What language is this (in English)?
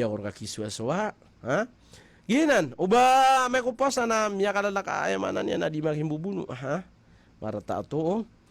Maranao